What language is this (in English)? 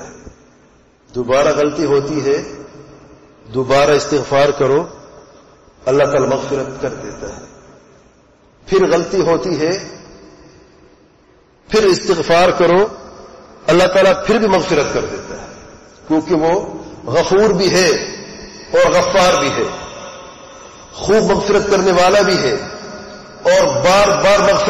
Urdu